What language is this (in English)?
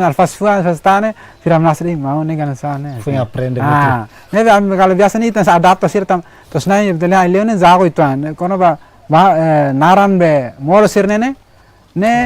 Tetum